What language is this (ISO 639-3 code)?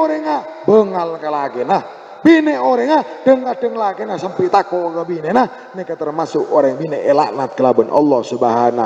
mad